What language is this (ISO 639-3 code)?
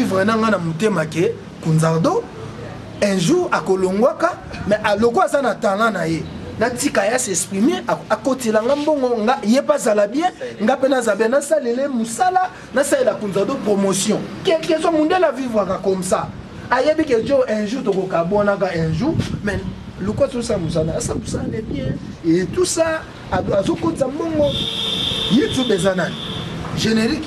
lin